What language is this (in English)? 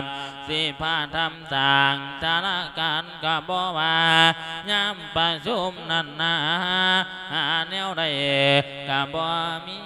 Lao